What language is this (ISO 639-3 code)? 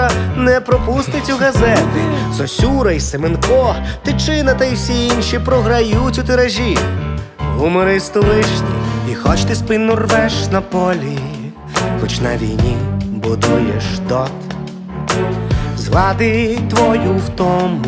ukr